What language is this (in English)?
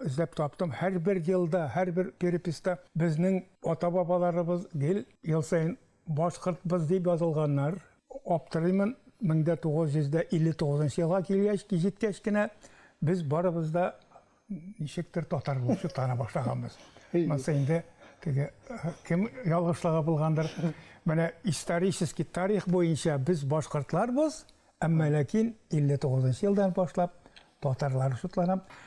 Bashkir